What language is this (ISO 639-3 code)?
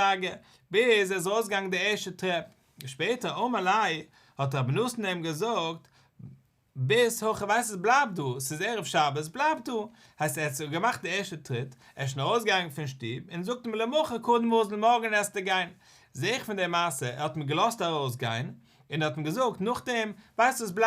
yid